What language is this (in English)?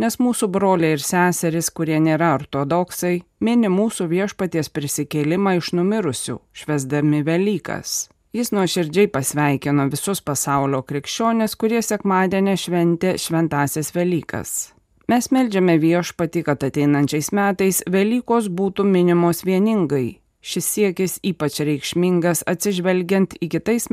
Lithuanian